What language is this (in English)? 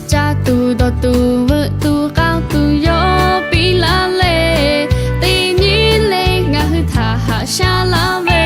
Lahu